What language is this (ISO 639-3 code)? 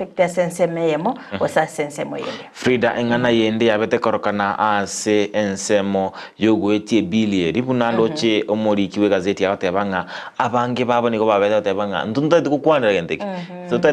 guz